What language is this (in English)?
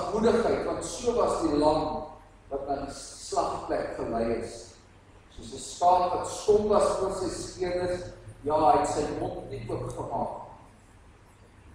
Afrikaans